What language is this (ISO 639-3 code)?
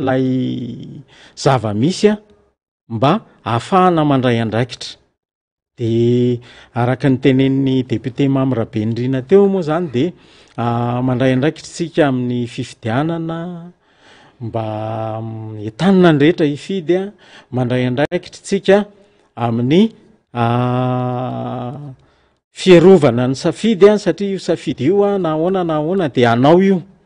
mlg